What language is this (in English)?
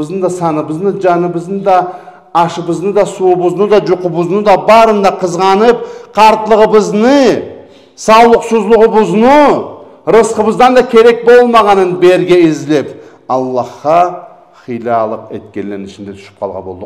Karachay-Balkar